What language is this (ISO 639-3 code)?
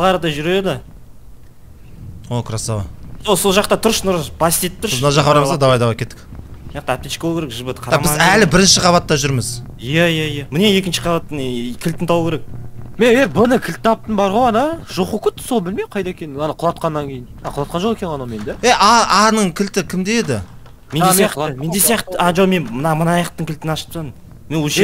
kaz